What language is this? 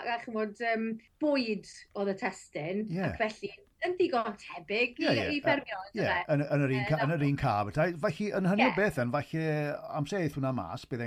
Welsh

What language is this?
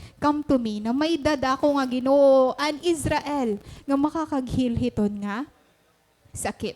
Waray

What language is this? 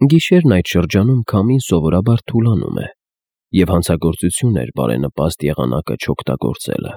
Armenian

